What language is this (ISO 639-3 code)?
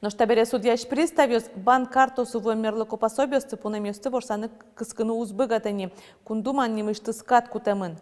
udm